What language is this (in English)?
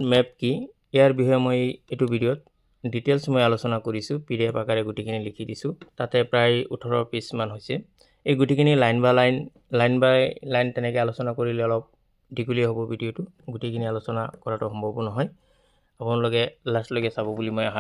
Assamese